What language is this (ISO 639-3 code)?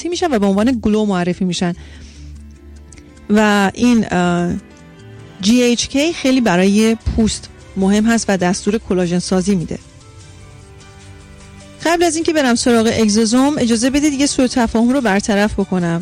fas